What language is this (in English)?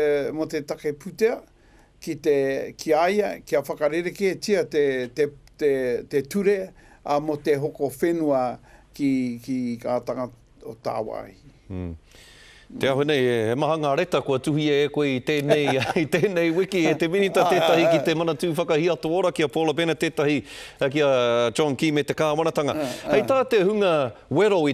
Māori